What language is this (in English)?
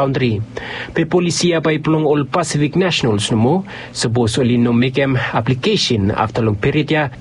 Bislama